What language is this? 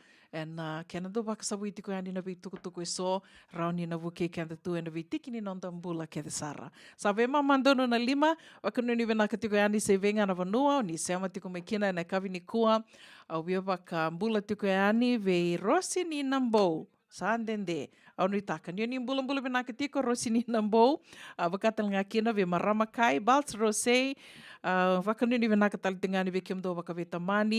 Fijian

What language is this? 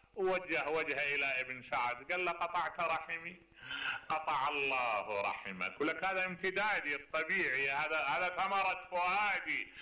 Mesopotamian Arabic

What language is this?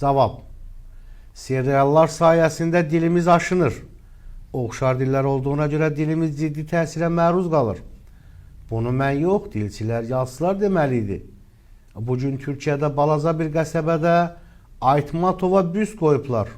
Azerbaijani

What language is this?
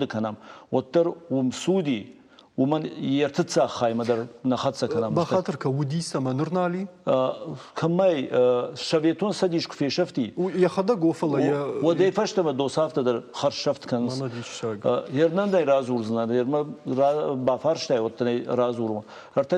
Ossetic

